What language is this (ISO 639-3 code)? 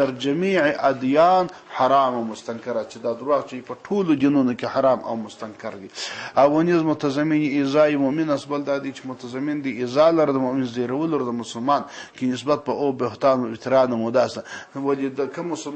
pus